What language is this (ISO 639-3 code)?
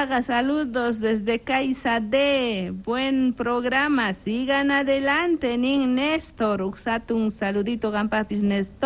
quh